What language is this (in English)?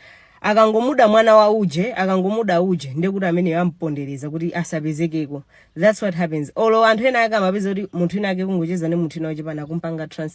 Nyanja